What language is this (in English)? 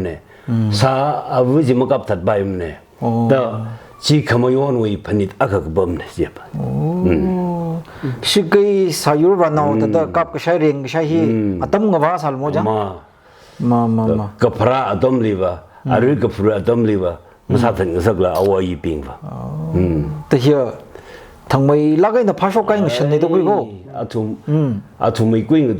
Tangkhul Naga (India)